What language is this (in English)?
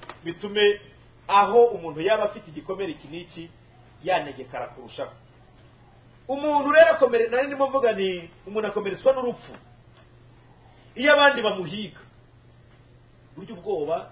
Kinyarwanda